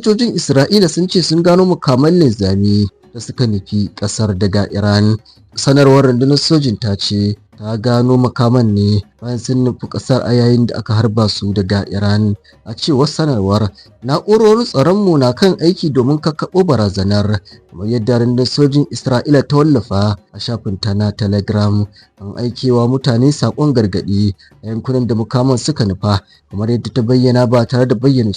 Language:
Hausa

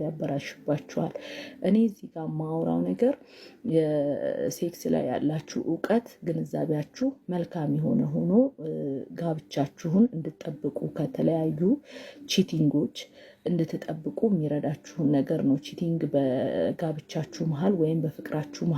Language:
Amharic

